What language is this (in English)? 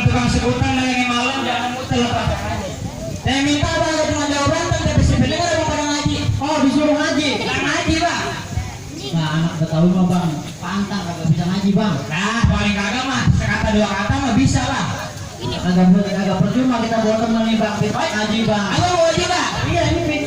Betawi